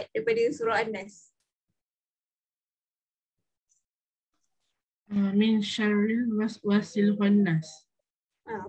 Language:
Malay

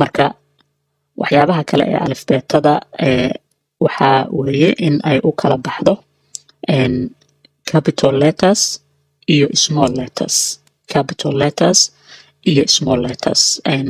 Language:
Somali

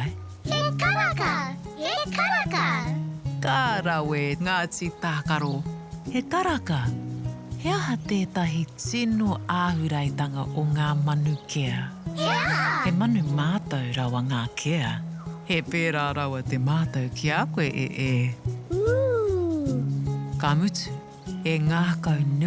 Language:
Māori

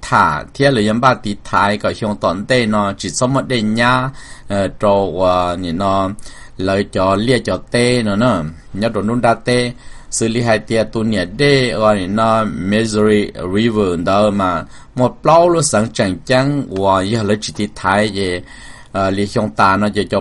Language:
Hmong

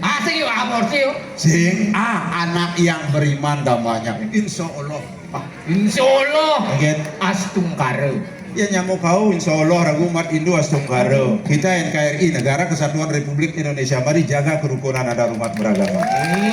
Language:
Balinese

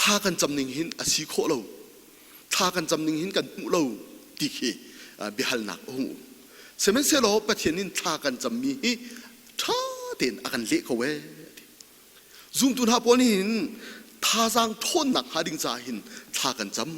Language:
Hakha Chin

